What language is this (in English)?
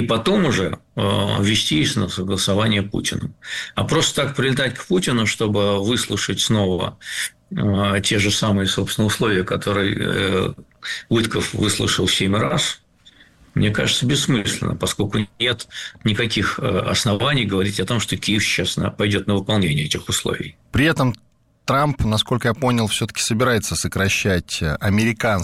Russian